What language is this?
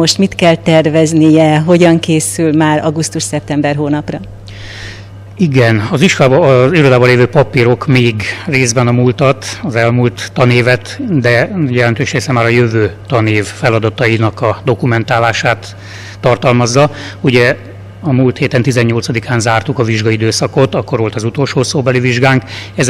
Hungarian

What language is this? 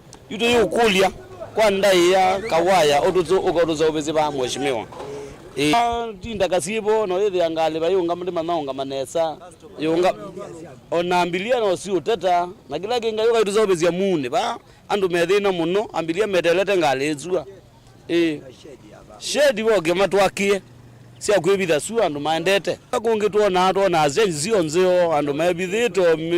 Kamba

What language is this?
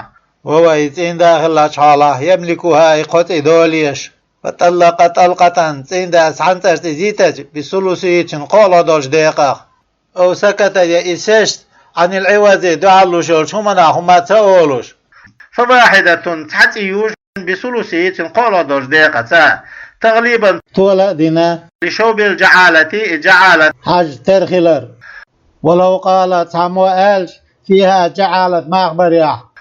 Chechen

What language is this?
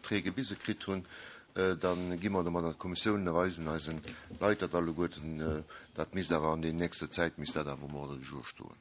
Luxembourgish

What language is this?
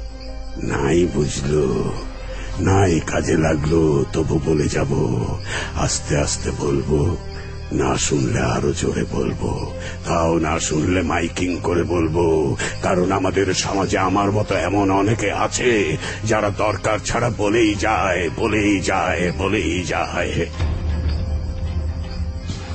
Bangla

